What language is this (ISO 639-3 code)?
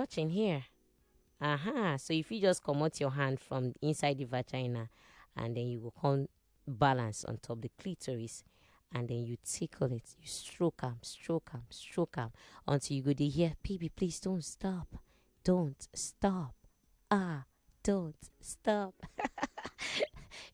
pcm